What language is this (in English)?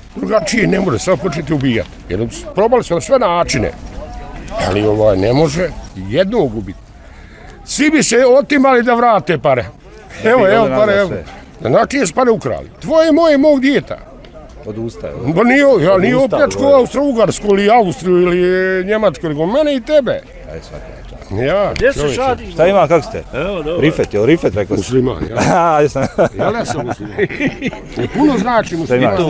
Bosnian